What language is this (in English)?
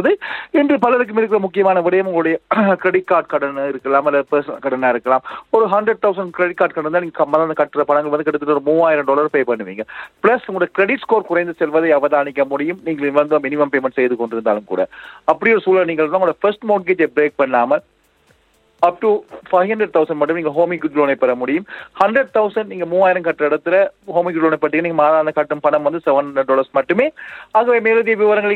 Tamil